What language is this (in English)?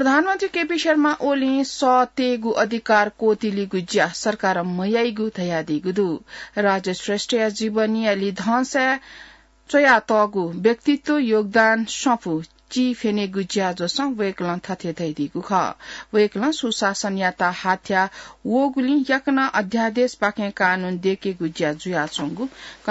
Newari